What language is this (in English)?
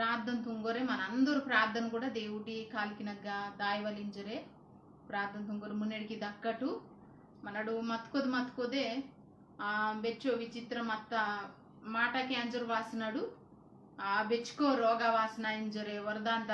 Koya